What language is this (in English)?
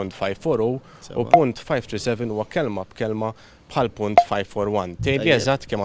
Maltese